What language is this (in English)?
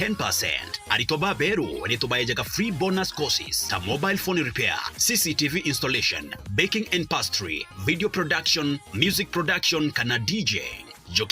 Meru